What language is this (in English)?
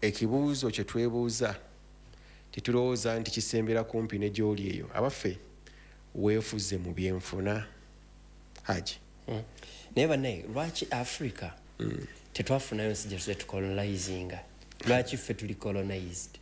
Ganda